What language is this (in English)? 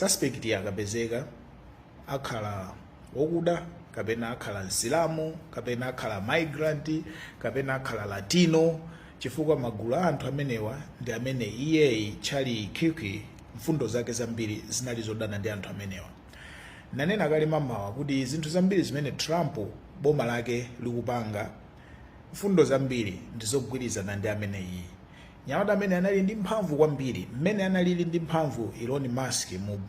Nyanja